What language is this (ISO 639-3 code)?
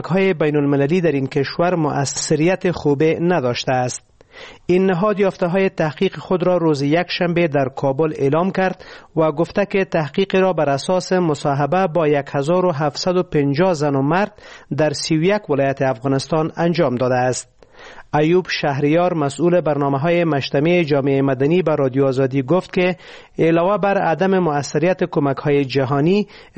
fas